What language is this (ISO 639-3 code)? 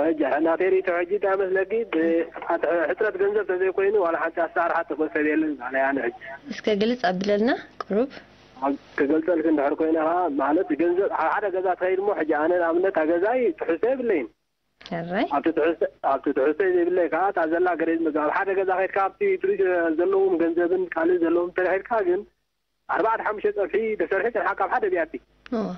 tir